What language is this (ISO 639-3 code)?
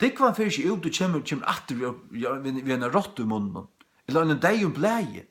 fao